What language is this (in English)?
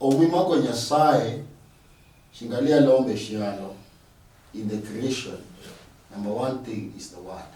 Luyia